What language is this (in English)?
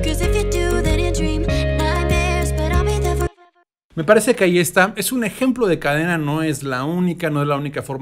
Spanish